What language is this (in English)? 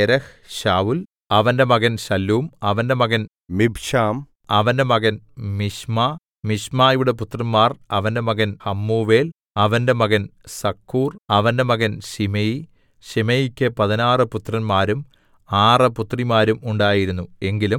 Malayalam